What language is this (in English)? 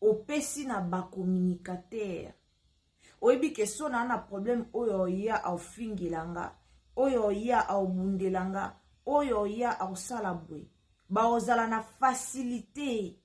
Lingala